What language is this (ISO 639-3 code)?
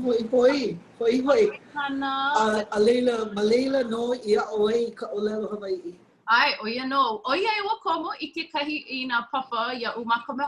haw